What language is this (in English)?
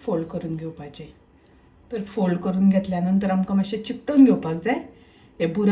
Konkani